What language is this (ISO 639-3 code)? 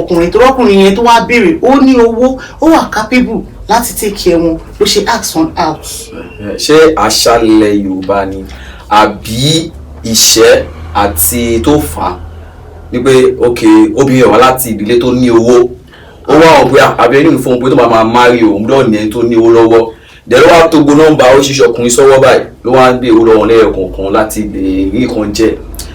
yor